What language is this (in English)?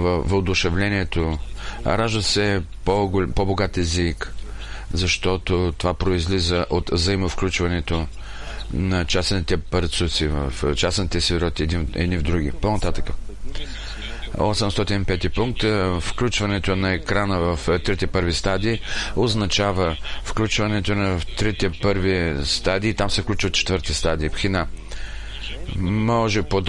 Bulgarian